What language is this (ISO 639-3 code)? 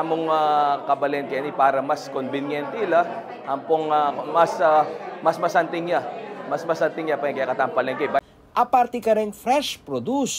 pam